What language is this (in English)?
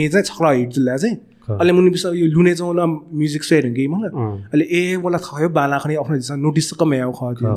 Newari